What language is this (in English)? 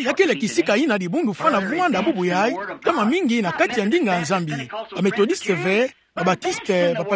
Kituba (Democratic Republic of Congo)